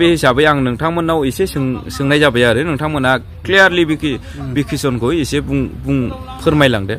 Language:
Bodo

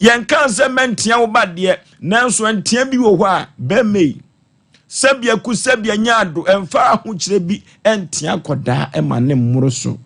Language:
Akan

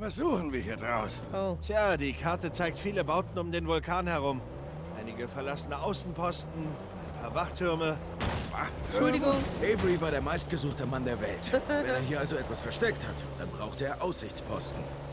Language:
Swiss German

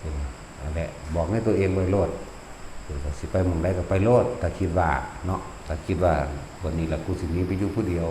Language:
Northeastern Thai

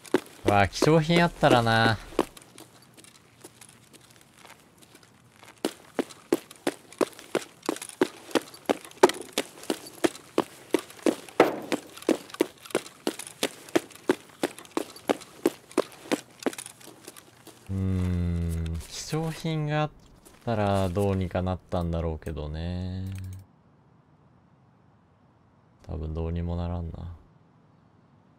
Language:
Japanese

